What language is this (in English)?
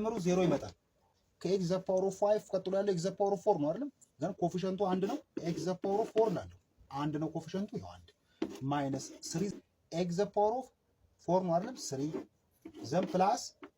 Amharic